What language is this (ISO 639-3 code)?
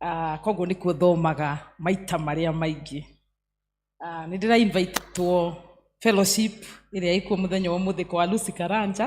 kik